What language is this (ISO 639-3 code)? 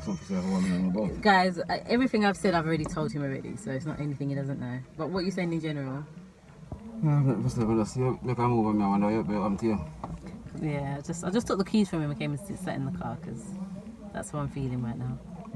jam